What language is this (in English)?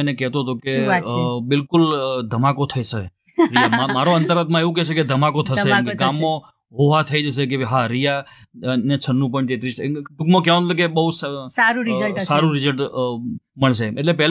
Gujarati